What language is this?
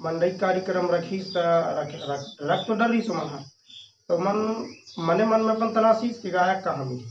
Chhattisgarhi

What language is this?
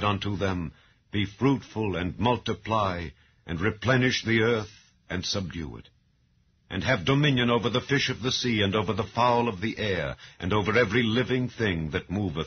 English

